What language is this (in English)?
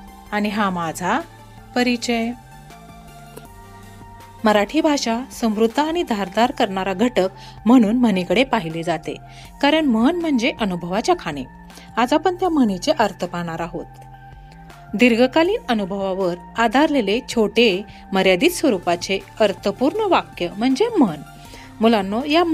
Marathi